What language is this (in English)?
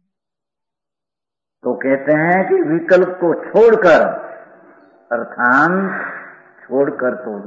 Hindi